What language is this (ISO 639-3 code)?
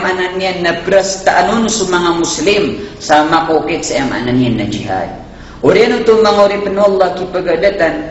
mrw